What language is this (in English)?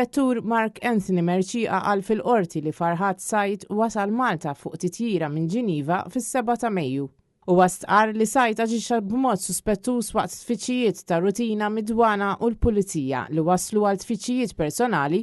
Maltese